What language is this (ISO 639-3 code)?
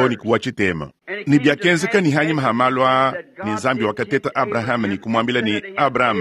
lua